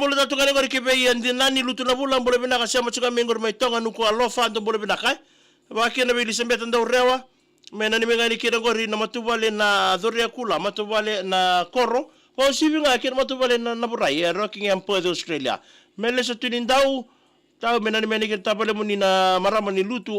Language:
Fijian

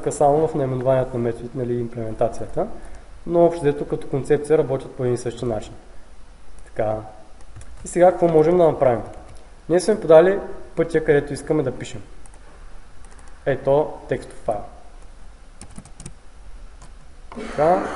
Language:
Bulgarian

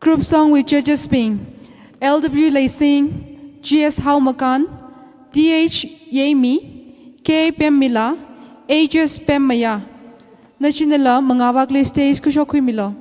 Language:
Tangkhul Naga (India)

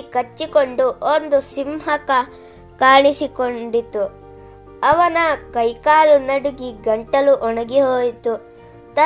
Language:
Kannada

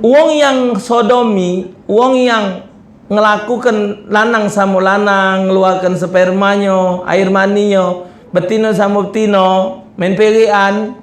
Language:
Musi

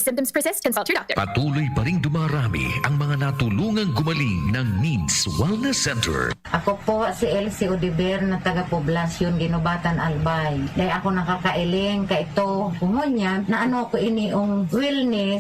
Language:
Bikol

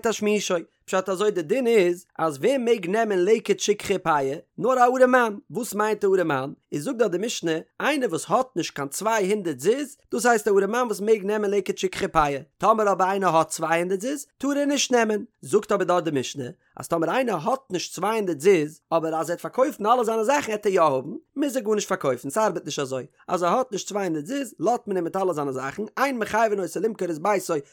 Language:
Yiddish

